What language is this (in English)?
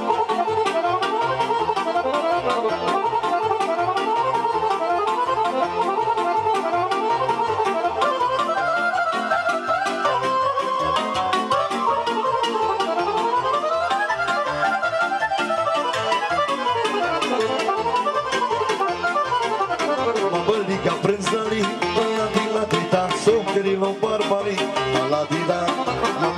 Romanian